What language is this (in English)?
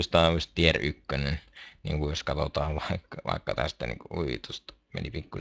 Finnish